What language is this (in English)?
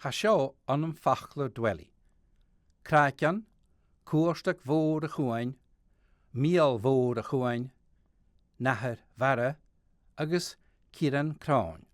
Scottish Gaelic